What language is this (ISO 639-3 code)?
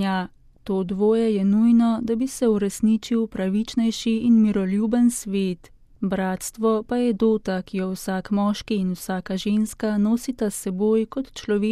slv